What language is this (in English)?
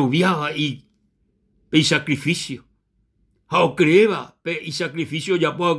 Guarani